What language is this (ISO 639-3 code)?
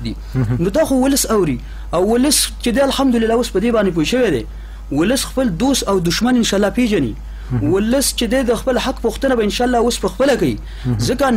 pus